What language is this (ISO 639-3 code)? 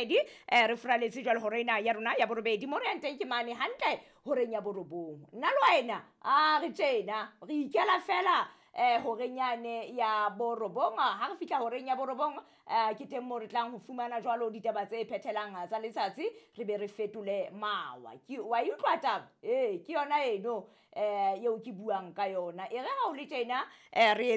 sot